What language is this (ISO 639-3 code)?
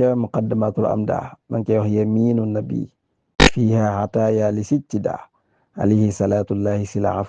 wol